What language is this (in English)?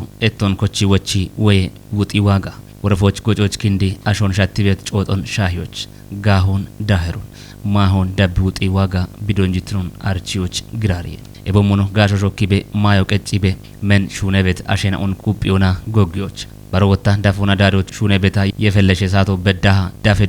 Kafa